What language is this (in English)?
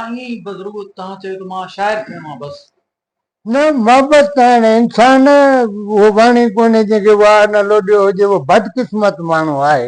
Sindhi